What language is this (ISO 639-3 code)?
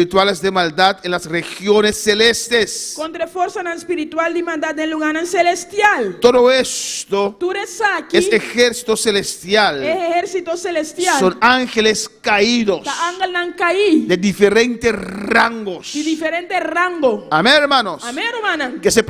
pap